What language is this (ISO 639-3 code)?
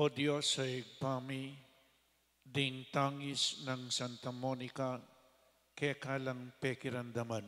pam